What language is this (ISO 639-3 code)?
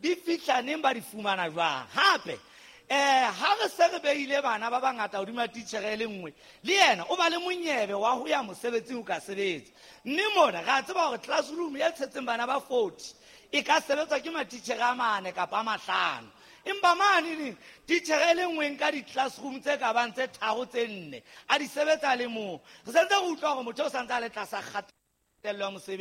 sot